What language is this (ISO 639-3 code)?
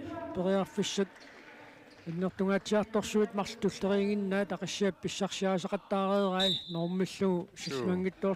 kal